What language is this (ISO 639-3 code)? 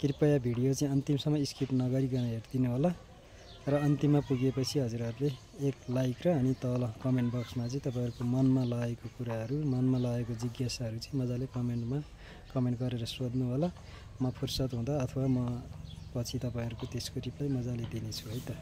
nep